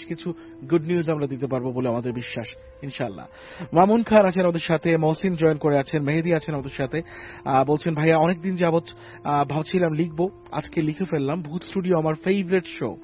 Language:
Bangla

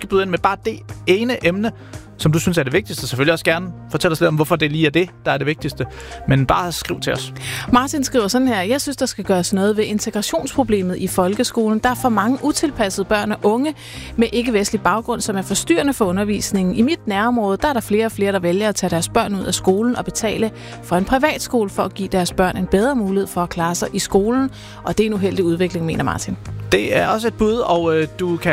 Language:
Danish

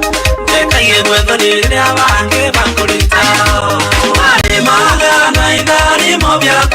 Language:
Meru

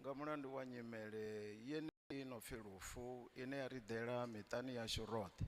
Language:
Venda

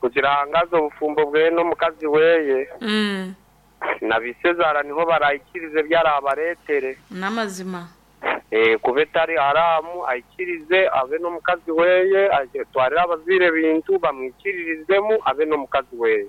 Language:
Nyankole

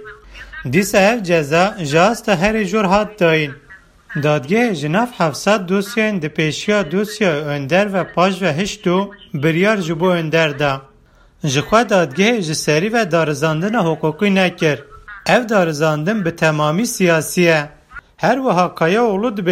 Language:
Kurdish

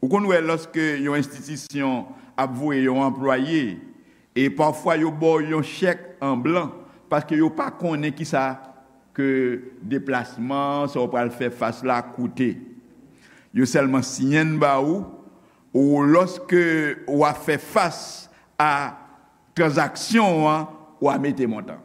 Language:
Haitian Creole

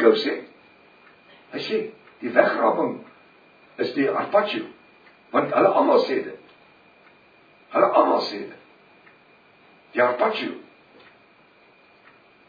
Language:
Afrikaans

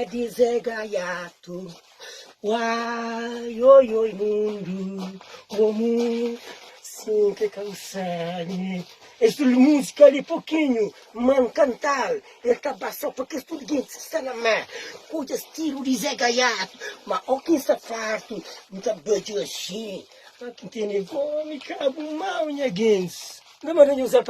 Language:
Kabuverdianu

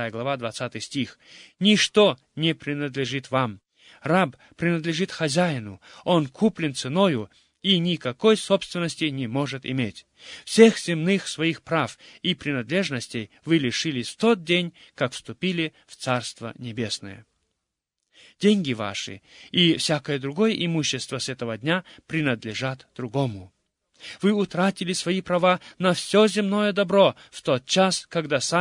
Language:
Russian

